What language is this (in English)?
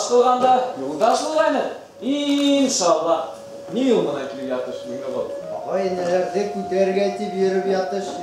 Bashkir